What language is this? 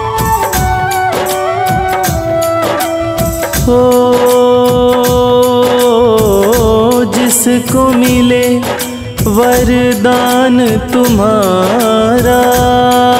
Hindi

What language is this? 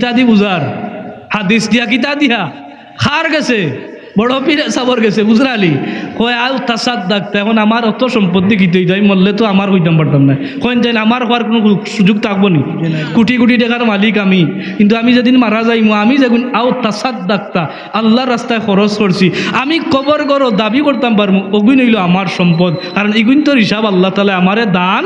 Sylheti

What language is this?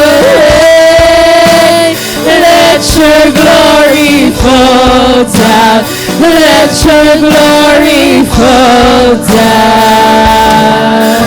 Waray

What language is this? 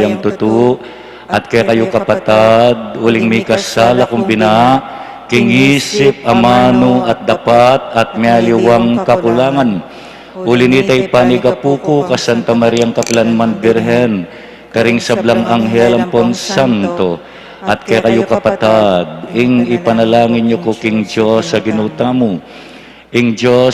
Pampanga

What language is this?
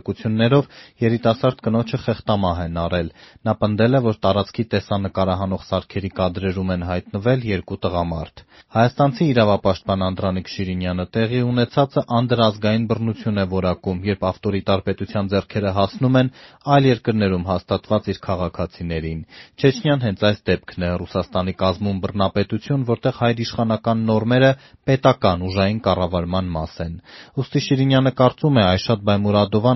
Armenian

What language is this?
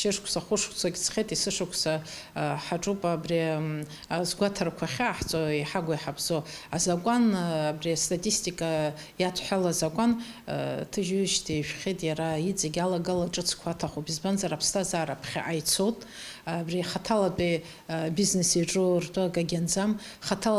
Abkhazian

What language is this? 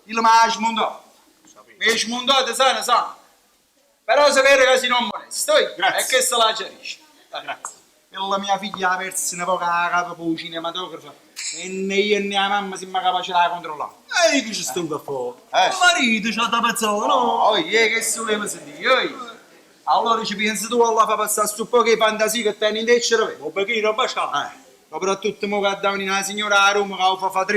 Neapolitan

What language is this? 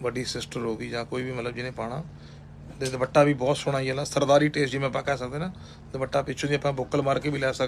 Punjabi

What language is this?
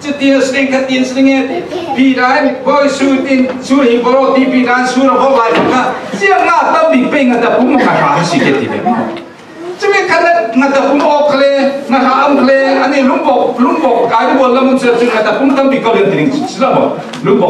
Falam Chin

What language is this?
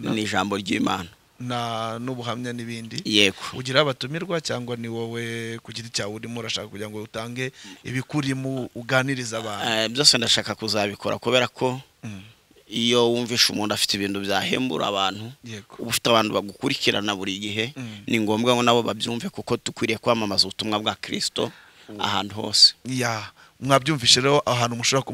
Kinyarwanda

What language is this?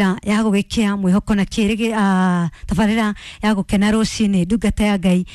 Kikuyu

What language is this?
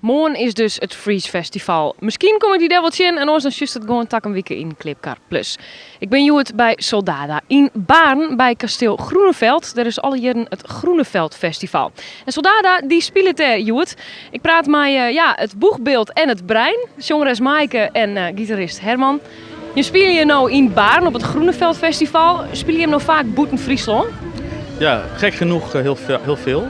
Western Frisian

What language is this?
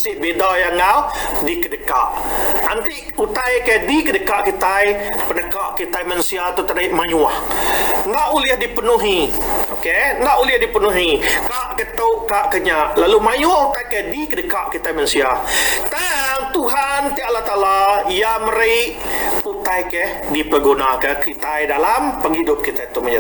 Iban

